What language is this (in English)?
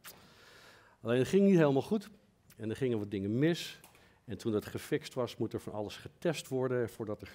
Dutch